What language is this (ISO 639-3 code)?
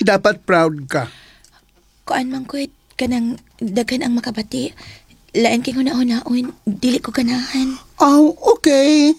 ceb